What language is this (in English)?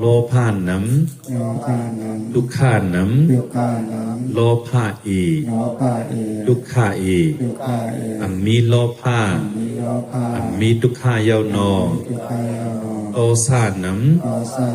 Shan